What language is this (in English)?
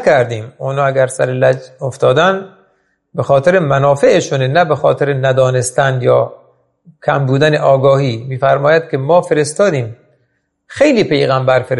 Persian